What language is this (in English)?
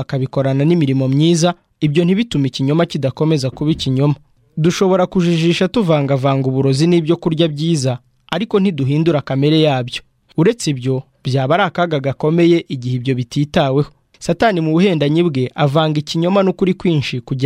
Kinyarwanda